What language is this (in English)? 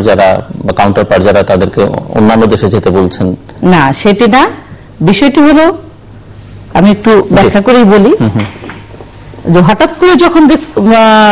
Bangla